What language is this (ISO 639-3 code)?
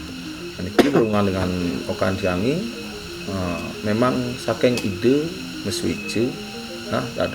ban